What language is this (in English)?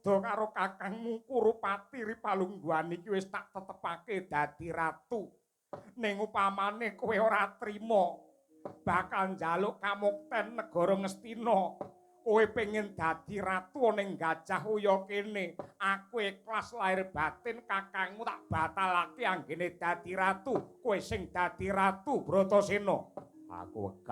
Javanese